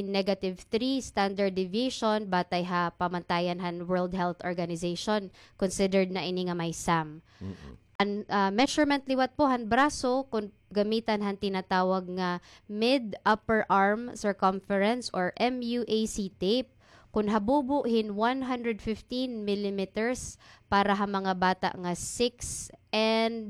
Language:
Waray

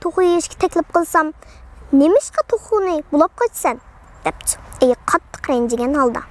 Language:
Uyghur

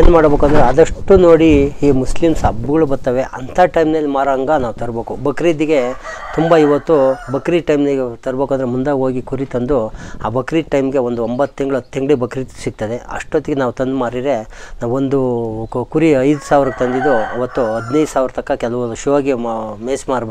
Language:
Kannada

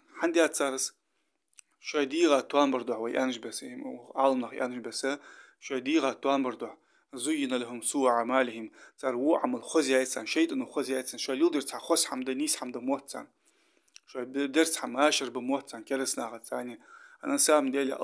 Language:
Ingush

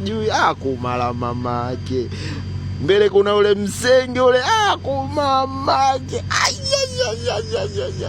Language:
Swahili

